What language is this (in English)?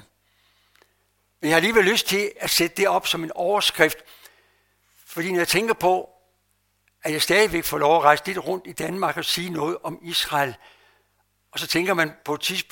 Danish